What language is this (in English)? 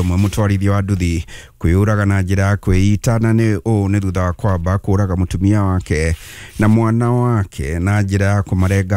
Kikuyu